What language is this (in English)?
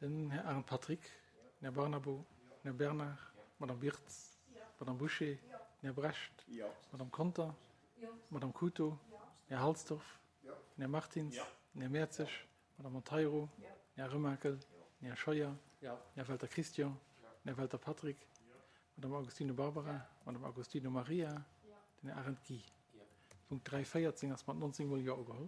Luxembourgish